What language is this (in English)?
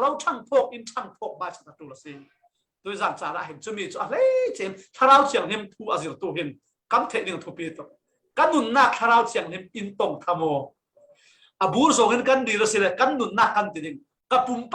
Falam Chin